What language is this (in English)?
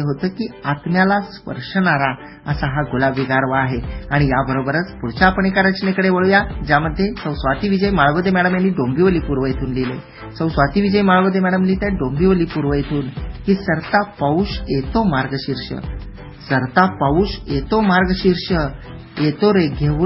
Marathi